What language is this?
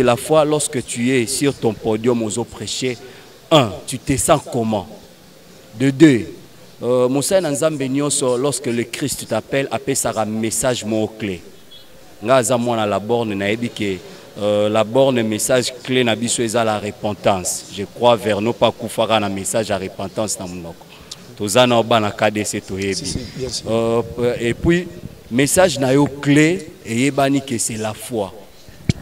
Lingala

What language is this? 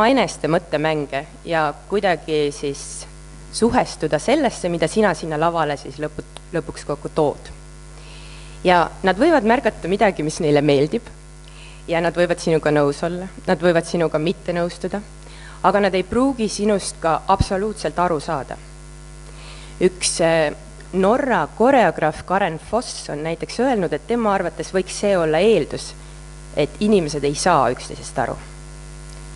Estonian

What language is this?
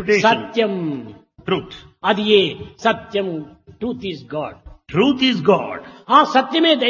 Telugu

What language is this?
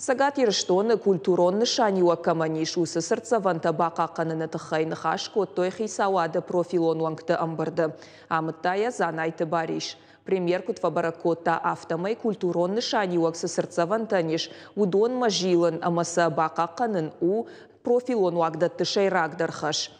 Ossetic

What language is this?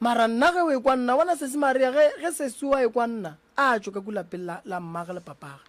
Northern Sotho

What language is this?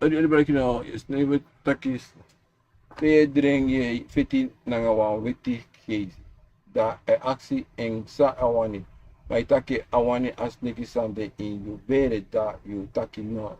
Sranan Tongo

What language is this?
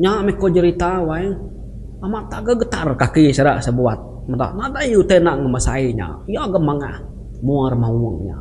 Iban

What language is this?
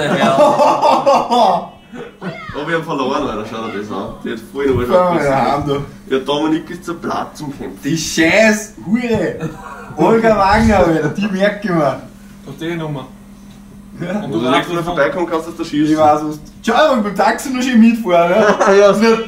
Bavarian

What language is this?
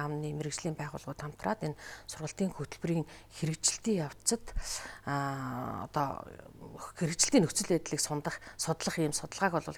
Mongolian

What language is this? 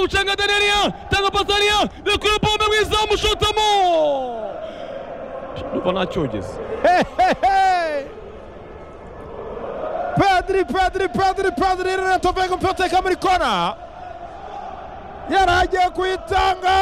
Kinyarwanda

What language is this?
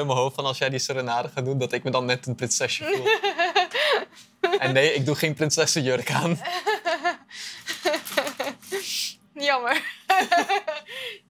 Dutch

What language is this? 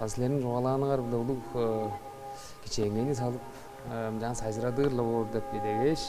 Tuvinian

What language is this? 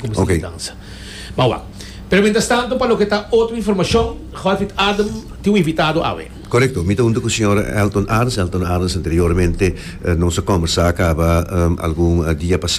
Papiamento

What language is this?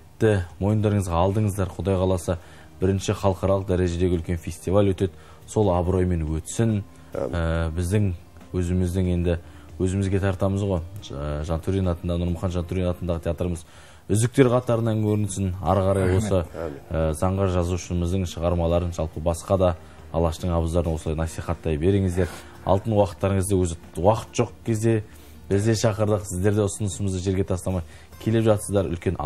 Kazakh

